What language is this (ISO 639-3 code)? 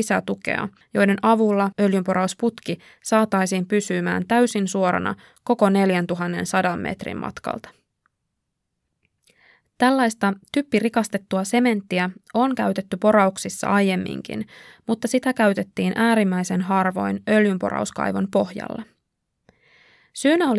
fin